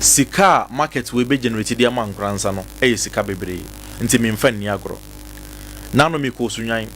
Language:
Akan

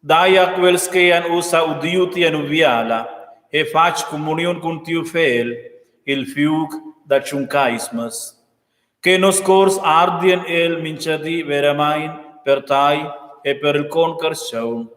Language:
Romansh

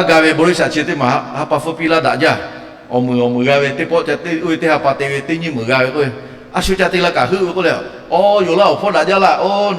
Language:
Lahu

